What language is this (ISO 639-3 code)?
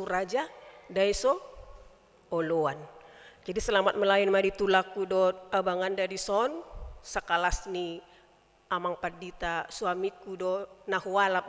bbc